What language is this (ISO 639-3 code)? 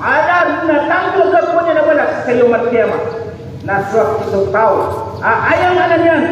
mrw